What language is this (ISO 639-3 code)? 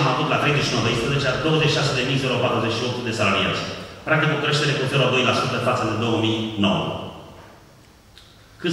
ron